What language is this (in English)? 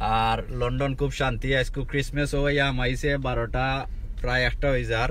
Sylheti